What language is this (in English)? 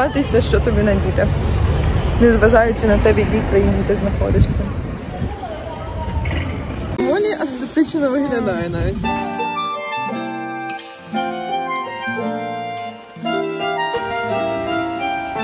Ukrainian